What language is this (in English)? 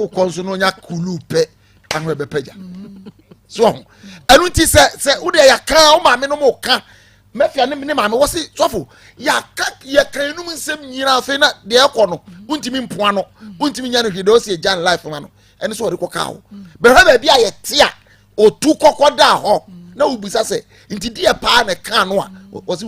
Akan